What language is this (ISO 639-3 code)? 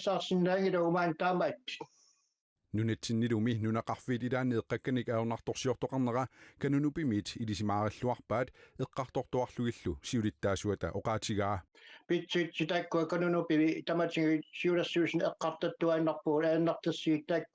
kal